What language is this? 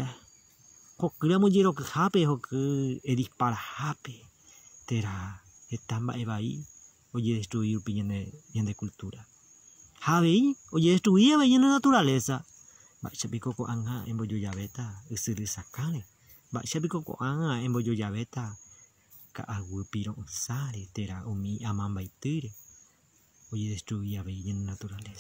Guarani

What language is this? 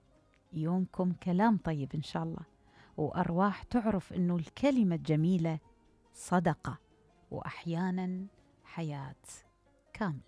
Mesopotamian Arabic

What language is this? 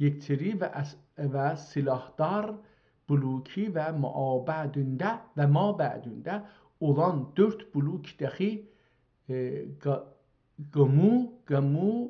South Azerbaijani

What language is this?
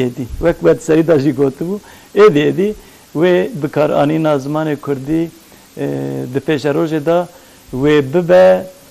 Kurdish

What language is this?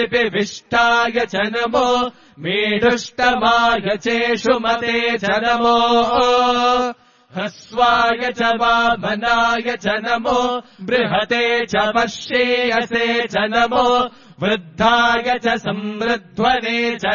Sanskrit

